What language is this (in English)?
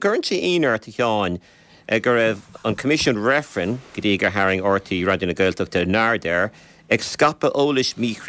Irish